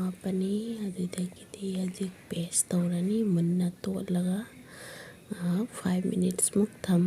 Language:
Manipuri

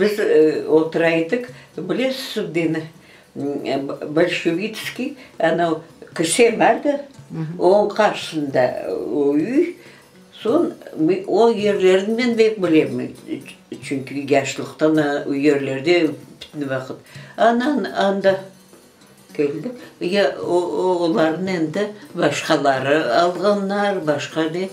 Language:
Crimean Tatar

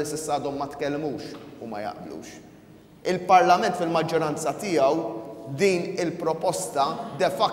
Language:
Maltese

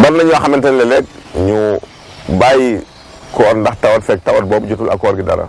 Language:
Wolof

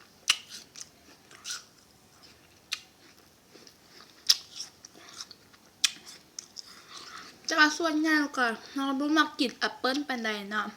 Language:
Lao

